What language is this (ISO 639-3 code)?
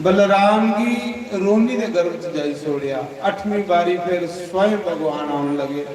doi